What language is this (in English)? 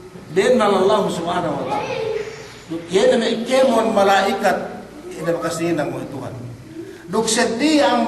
Yakan